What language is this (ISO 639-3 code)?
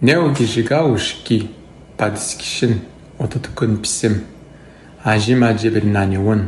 atj